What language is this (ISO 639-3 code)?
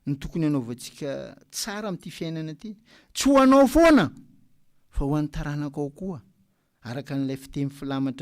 mlg